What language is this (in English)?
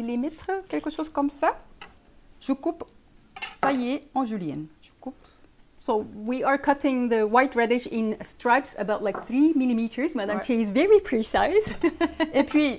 French